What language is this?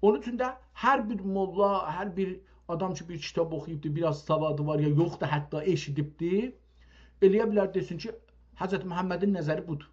South Azerbaijani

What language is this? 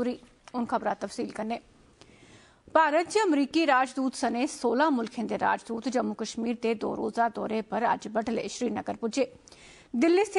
Dogri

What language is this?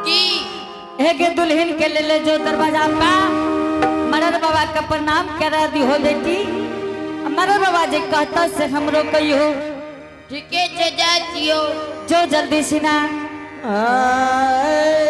Angika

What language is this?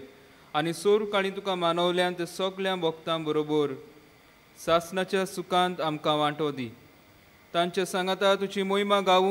Konkani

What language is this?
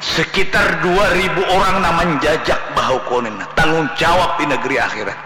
Banjar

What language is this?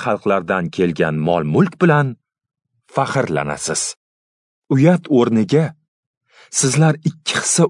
Uzbek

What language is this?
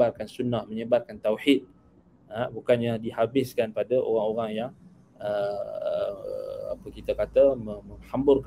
Malay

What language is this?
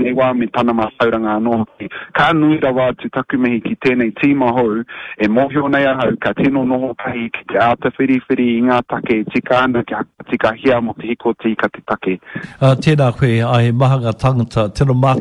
Māori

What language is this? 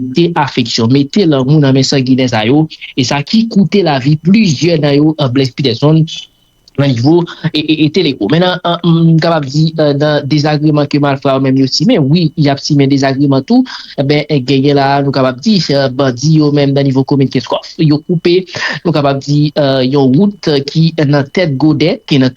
Haitian Creole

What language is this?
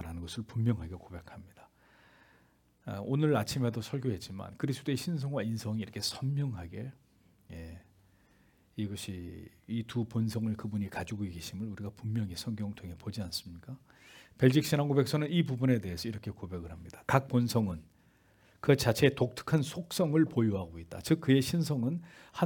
Korean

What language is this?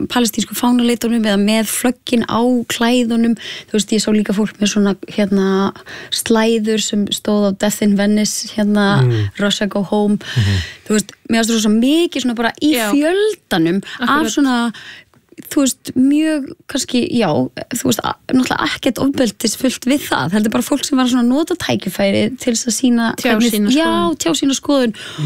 Icelandic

